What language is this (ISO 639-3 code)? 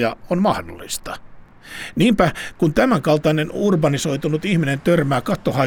fin